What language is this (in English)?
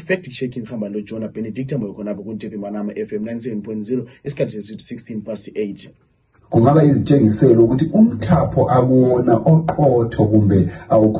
North Ndebele